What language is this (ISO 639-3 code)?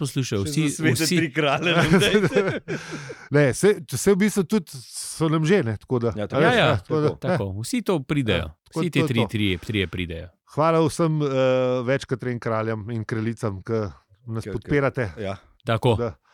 slv